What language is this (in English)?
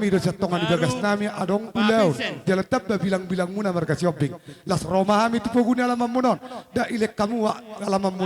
Batak Toba